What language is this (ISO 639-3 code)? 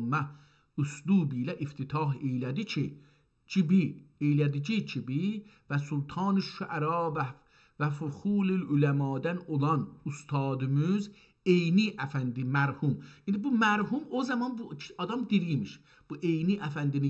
azb